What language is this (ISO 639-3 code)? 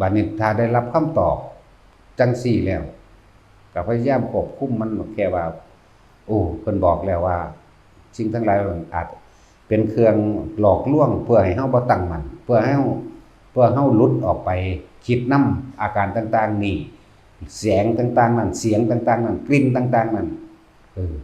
lao